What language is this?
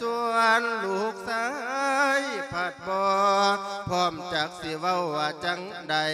Lao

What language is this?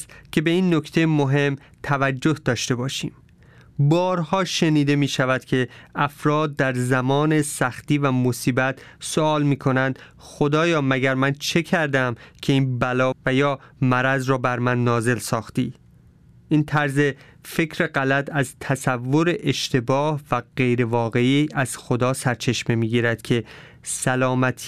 Persian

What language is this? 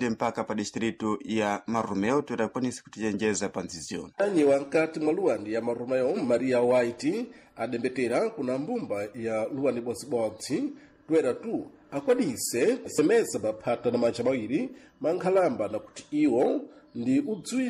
Sena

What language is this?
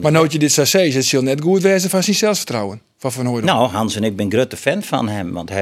Western Frisian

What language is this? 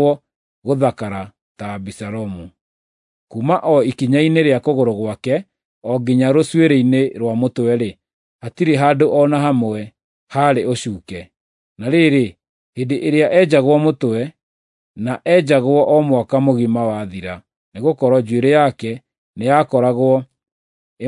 Kikuyu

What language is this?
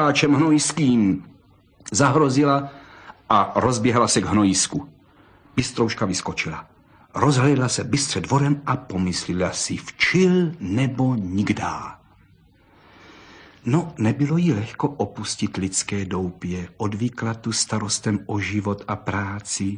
Czech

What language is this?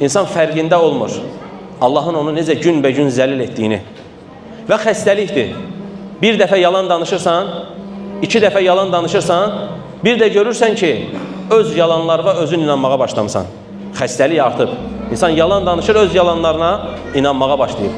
Azerbaijani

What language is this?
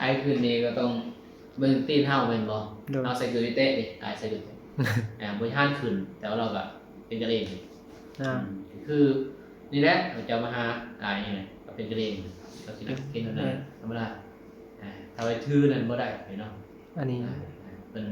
Northeastern Thai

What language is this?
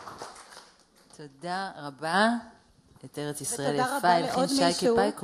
Hebrew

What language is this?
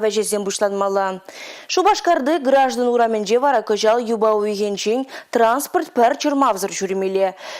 Chuvash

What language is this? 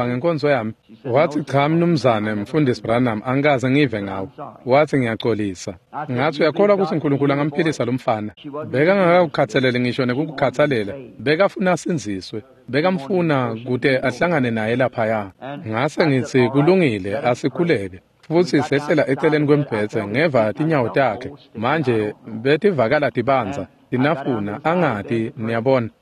Swati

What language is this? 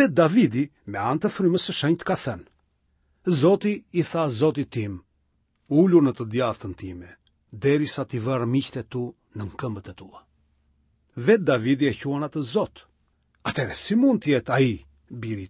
Albanian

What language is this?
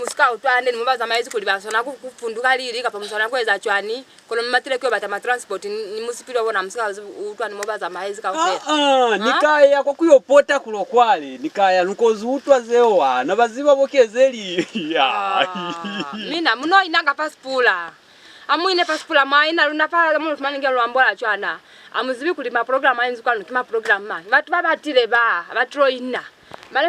Lozi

